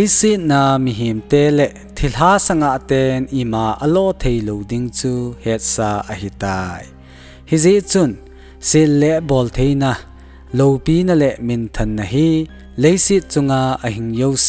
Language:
Thado Chin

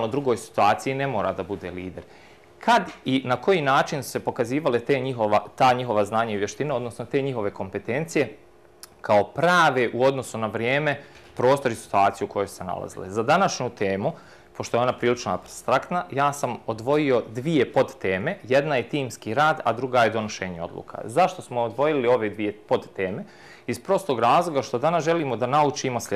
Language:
Bosnian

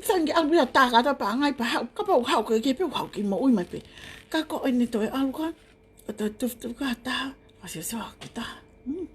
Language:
Tongan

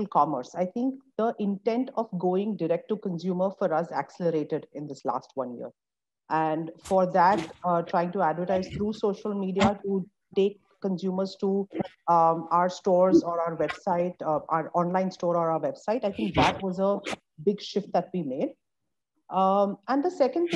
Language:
English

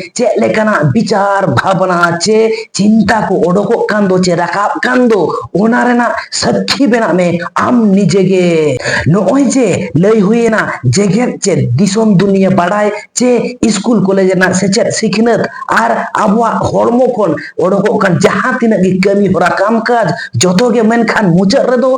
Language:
Santali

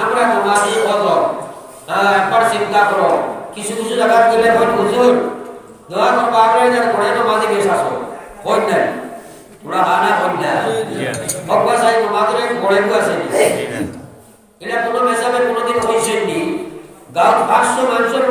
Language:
Sylheti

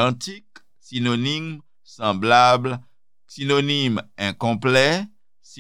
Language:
Haitian Creole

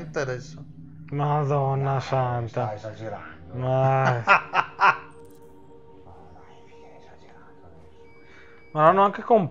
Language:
Italian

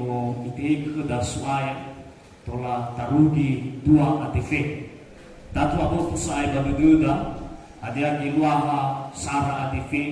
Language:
Nias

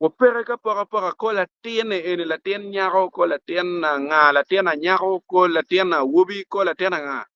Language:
Acoli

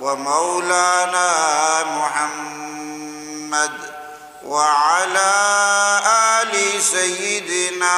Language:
Eastern Balochi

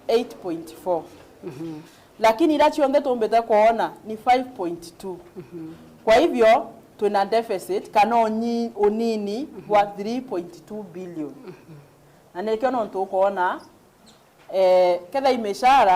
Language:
Meru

